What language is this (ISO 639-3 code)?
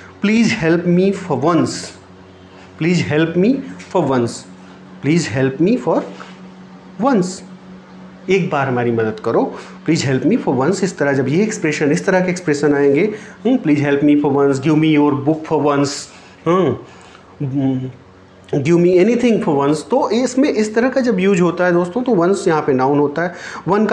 hin